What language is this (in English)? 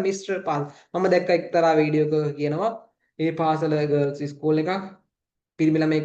Sinhala